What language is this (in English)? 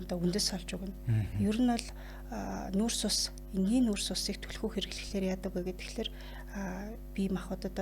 Mongolian